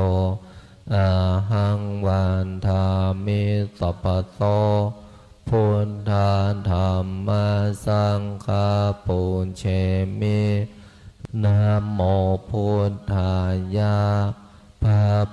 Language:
Pali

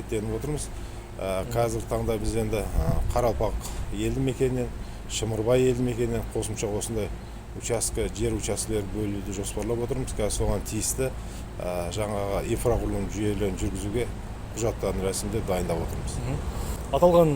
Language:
Kazakh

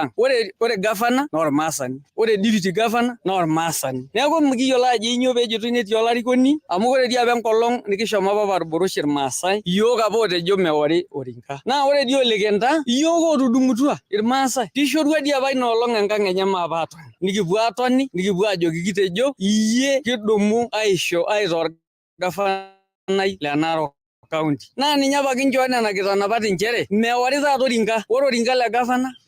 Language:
Masai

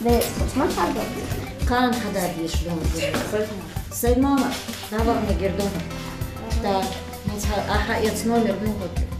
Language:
Chechen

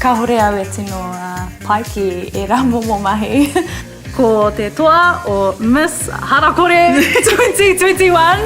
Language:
Māori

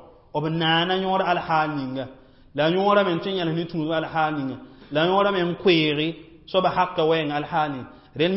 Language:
Mossi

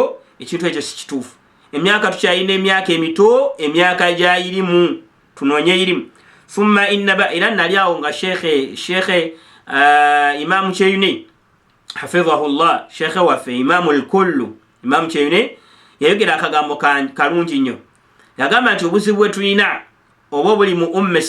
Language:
Ganda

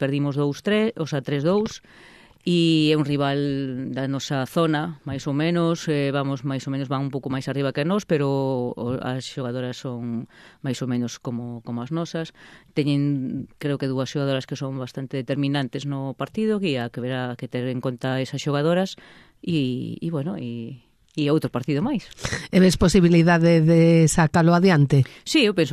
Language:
Galician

